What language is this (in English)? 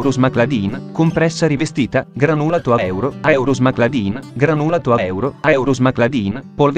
Italian